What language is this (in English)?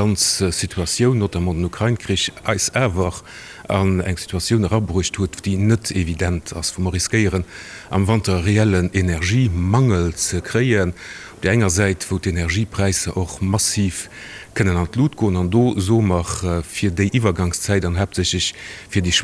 Luxembourgish